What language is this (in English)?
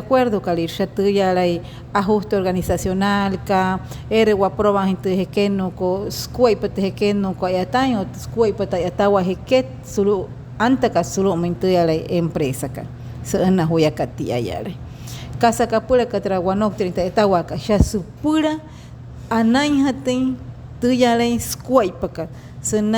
Wayuu